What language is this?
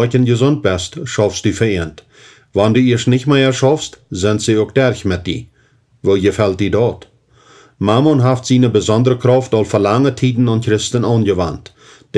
Plautdietsch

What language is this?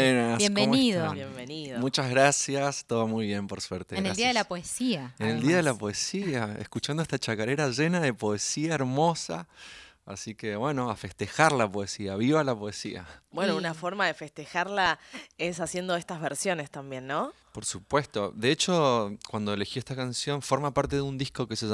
Spanish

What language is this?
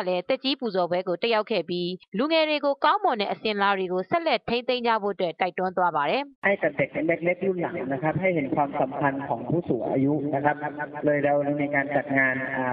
Burmese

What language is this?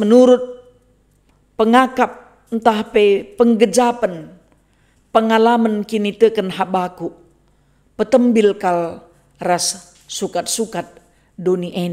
Batak Karo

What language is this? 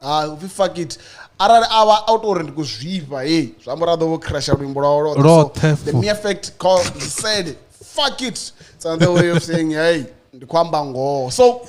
Venda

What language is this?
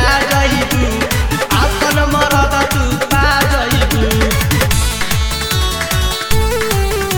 Bhojpuri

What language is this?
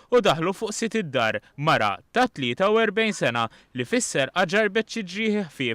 Maltese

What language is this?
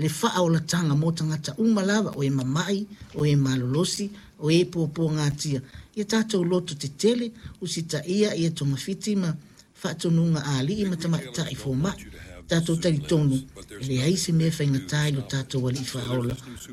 Samoan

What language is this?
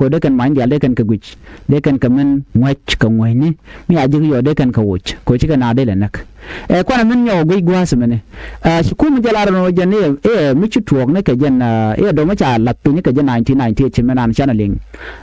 Nuer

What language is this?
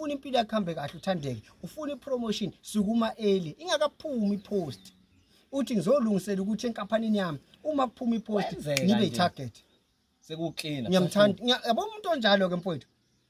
Zulu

